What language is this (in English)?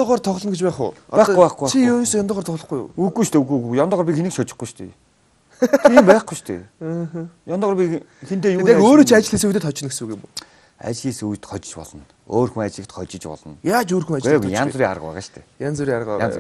Mongolian